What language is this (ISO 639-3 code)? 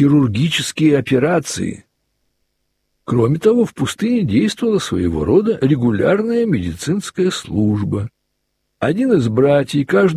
rus